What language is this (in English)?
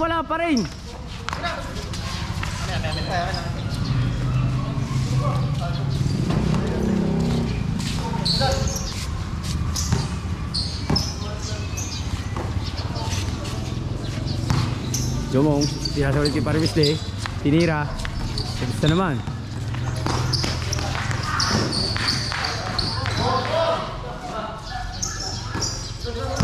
Filipino